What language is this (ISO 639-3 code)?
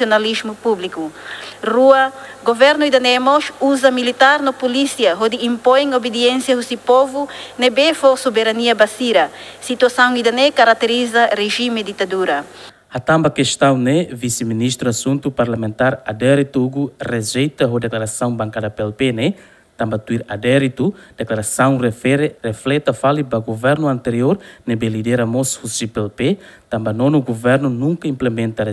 tet